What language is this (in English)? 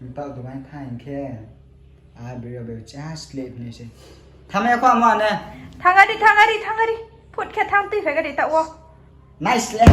Riang (India)